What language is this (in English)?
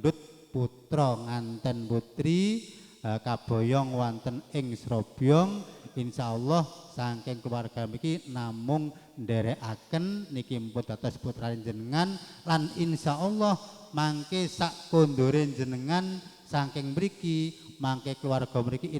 Javanese